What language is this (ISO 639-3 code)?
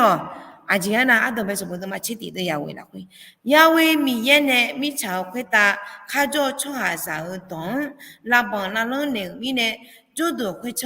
ahk